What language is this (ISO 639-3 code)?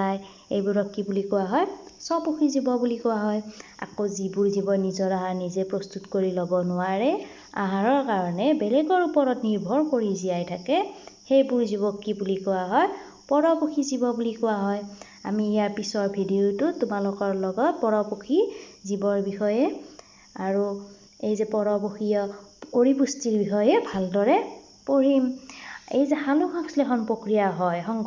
asm